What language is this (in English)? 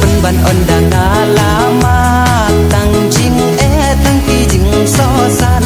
Khasi